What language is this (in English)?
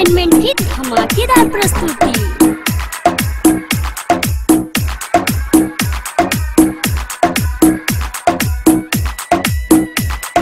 Bhojpuri